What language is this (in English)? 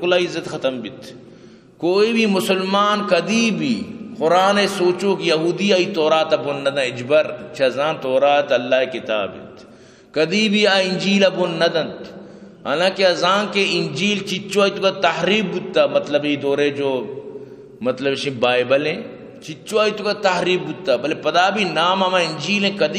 Eastern Balochi